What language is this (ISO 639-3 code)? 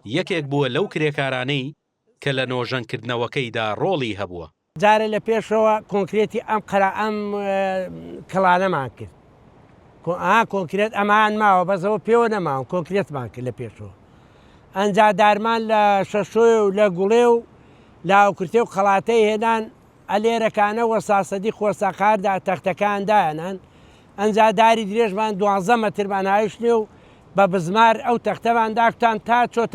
ckb